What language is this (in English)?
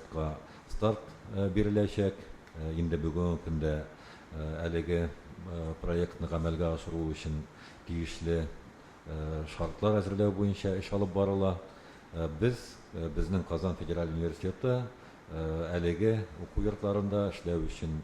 Tatar